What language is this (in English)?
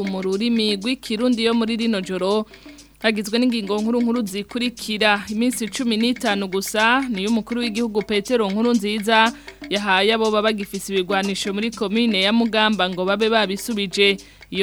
Rundi